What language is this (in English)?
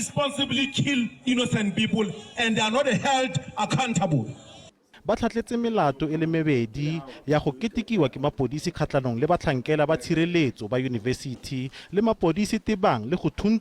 Tswana